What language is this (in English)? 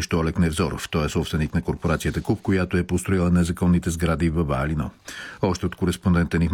Bulgarian